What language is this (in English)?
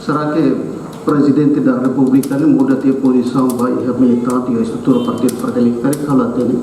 Tetum